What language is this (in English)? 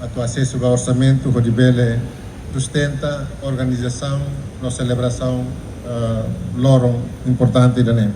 Tetum